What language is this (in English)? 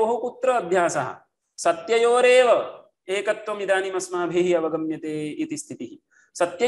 Sanskrit